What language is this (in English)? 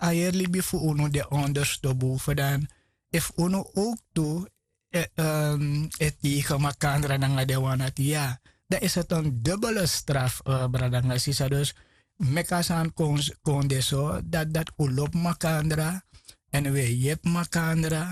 Sranan Tongo